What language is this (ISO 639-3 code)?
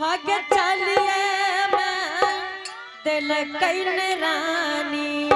anp